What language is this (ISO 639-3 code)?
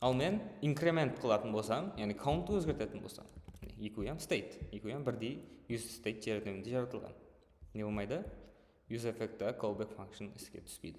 kaa